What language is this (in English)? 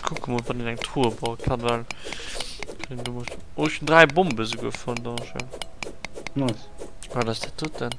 Luxembourgish